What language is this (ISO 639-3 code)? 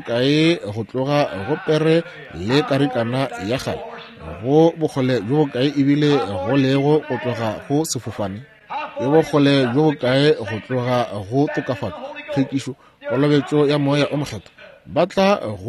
nso